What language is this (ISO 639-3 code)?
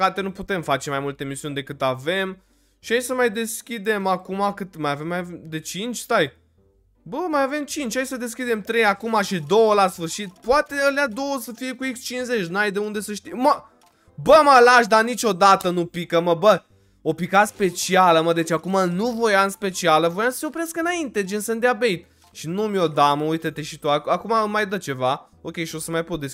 ron